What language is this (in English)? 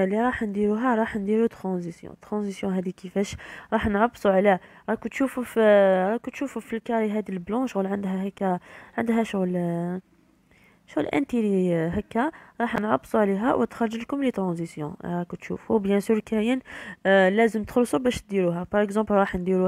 Algerian Arabic